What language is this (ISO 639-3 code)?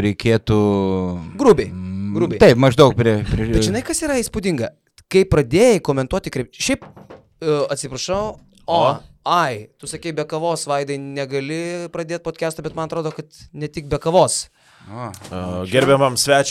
lit